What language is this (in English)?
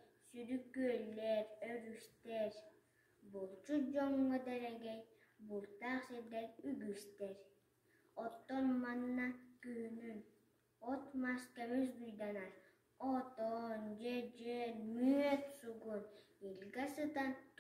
Yakut